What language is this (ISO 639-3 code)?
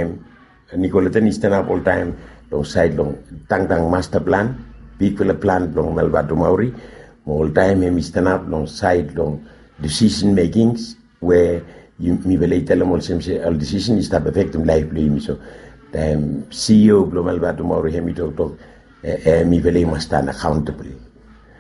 bis